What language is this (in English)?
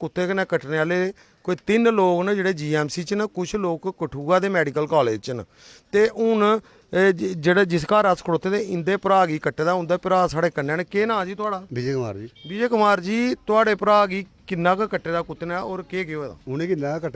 Dogri